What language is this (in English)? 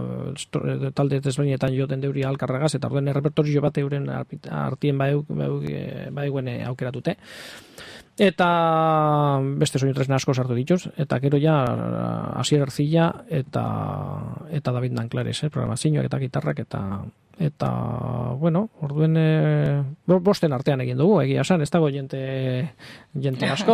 Basque